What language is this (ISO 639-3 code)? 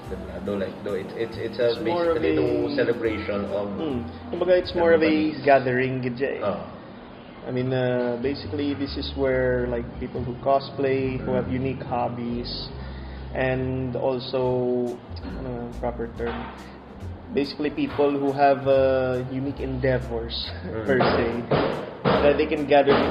hil